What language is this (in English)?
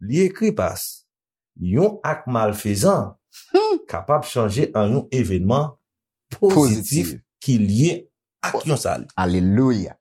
Haitian Creole